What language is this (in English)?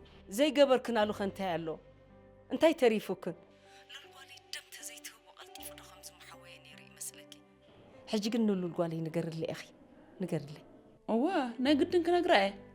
Tigrinya